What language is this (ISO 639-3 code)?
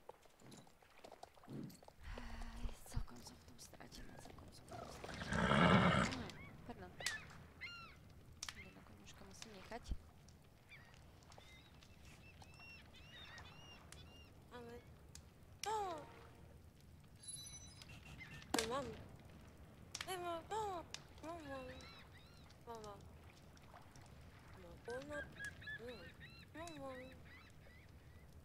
slk